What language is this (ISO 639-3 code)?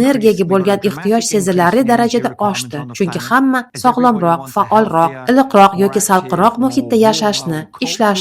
uzb